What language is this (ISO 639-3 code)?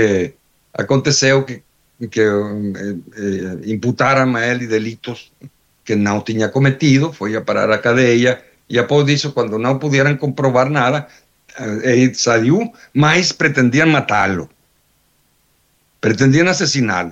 por